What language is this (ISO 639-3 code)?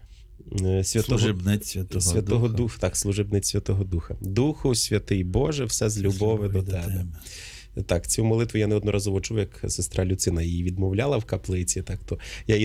ukr